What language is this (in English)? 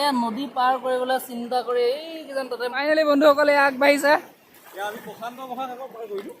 Assamese